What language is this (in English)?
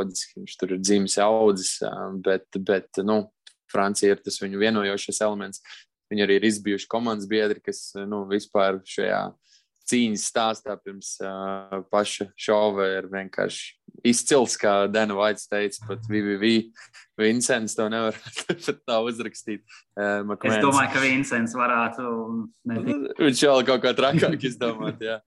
Latvian